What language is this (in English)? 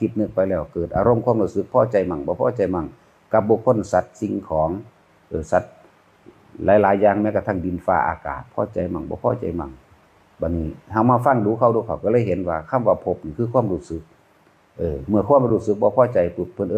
Northeastern Thai